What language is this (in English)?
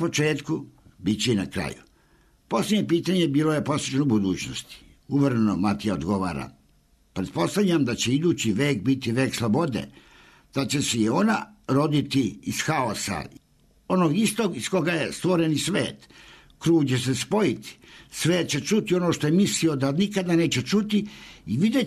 Serbian